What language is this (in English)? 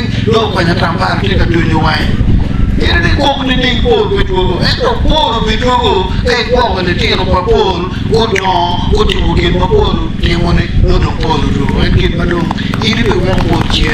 Acoli